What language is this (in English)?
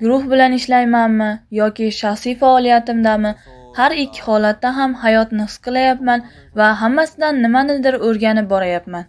Uzbek